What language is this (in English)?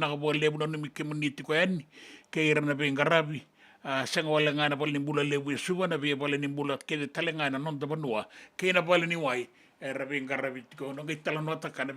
Fijian